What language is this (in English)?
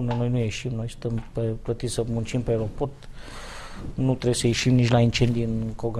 Romanian